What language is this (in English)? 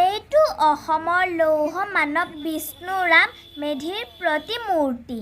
Assamese